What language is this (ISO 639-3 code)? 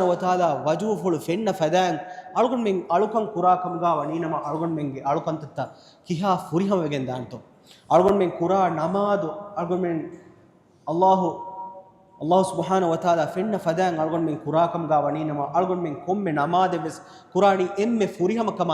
div